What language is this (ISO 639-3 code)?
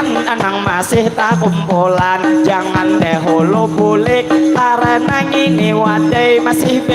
bjn